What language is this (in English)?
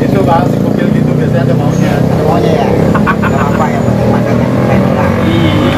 Betawi